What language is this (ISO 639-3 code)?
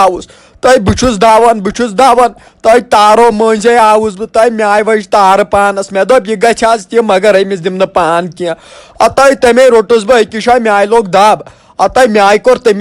kas